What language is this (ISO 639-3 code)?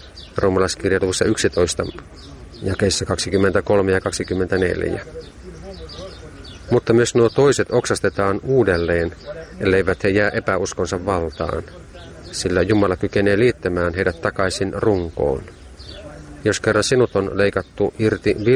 fin